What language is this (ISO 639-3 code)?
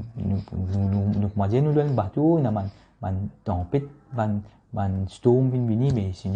mfe